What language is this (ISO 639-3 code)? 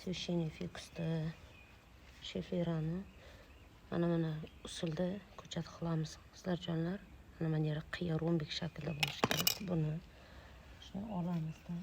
uzb